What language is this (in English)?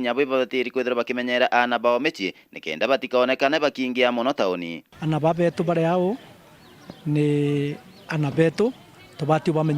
Meru